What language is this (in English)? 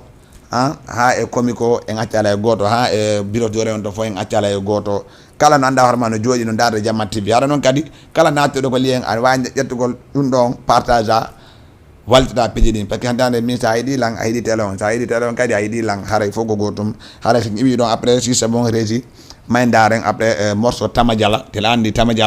Fula